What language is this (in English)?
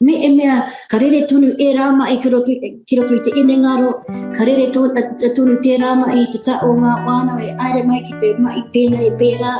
Māori